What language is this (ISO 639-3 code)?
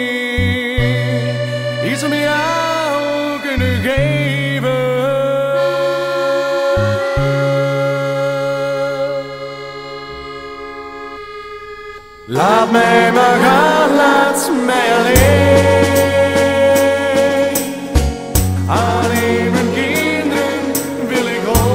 nld